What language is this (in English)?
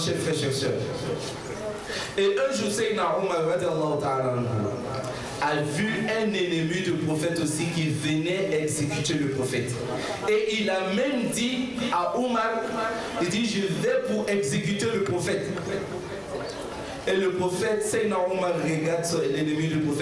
French